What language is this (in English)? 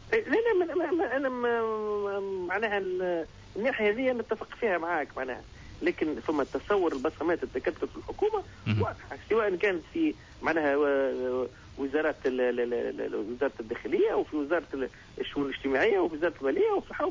Tunisian Arabic